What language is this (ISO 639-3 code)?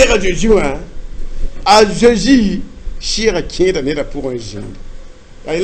mos